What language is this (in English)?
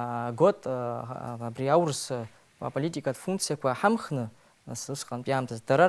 Abkhazian